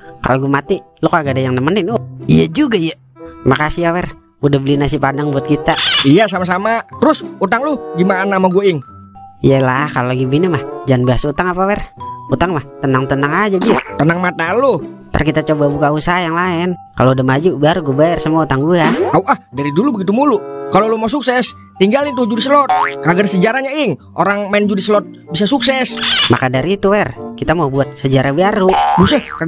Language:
Betawi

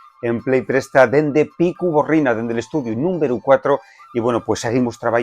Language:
Asturian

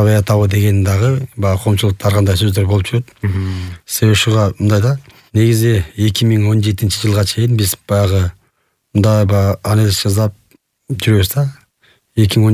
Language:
Kyrgyz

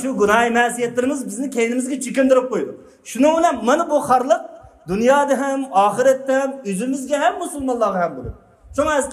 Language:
Uyghur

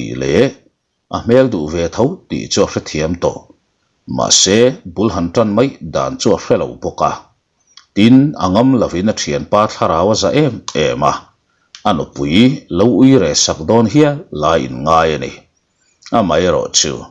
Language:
Mizo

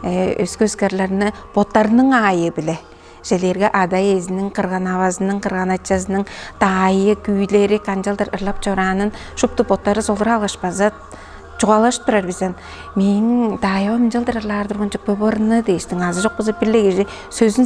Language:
Tuvinian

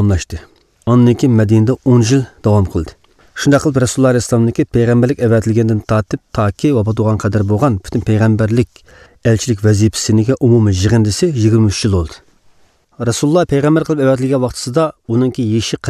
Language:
Uyghur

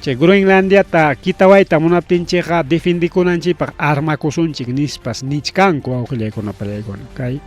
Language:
Ayacucho Quechua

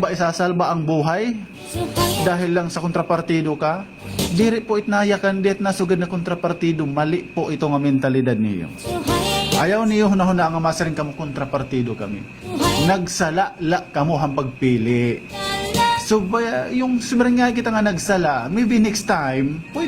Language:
Waray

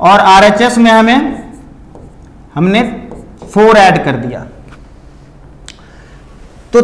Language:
Hindi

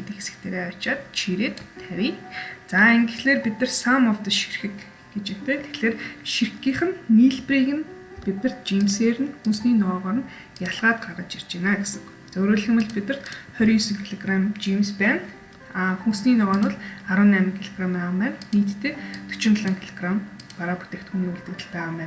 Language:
Mongolian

